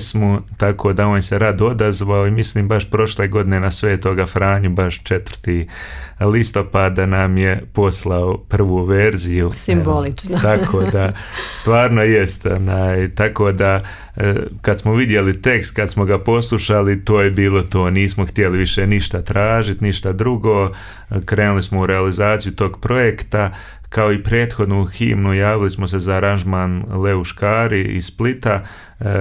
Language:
Croatian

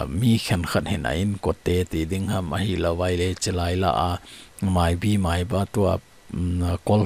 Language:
Thado Chin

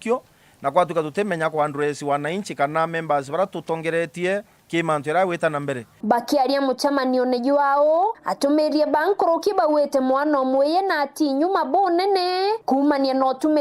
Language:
Meru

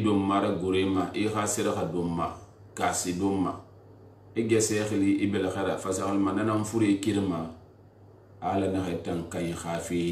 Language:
Susu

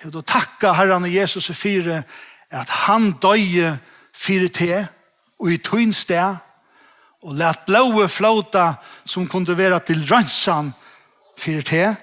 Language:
Faroese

